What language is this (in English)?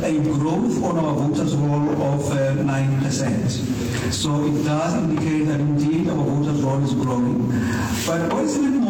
Northern Sotho